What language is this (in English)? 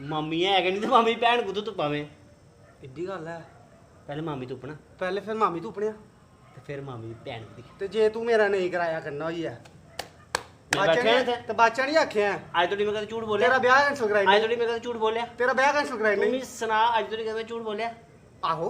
Dogri